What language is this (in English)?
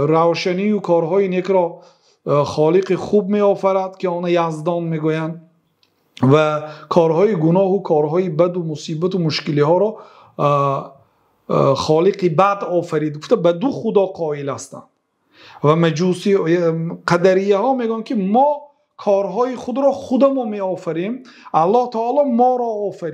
Persian